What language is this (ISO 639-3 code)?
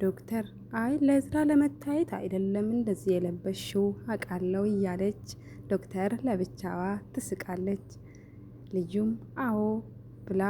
amh